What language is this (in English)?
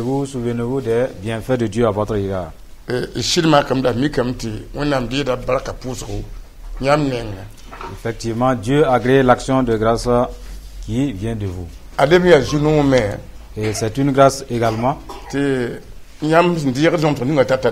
Mossi